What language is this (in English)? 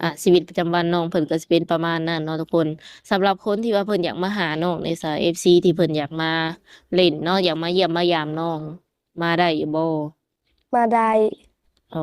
Lao